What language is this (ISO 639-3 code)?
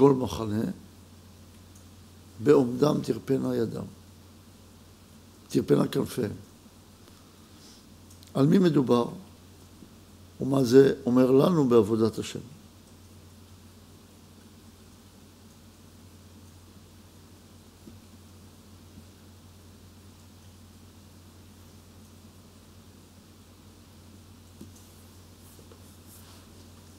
heb